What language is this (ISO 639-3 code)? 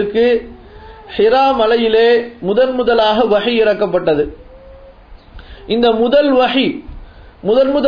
tam